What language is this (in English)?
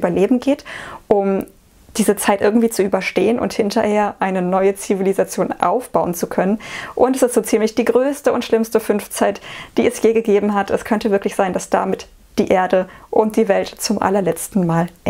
German